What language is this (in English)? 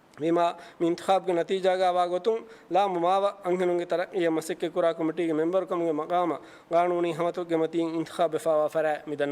Divehi